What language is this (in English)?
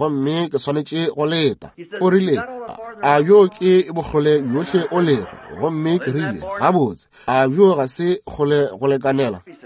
Northern Sotho